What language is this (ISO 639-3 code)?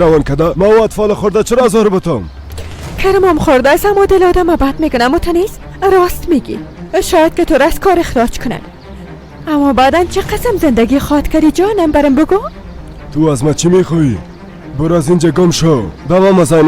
fas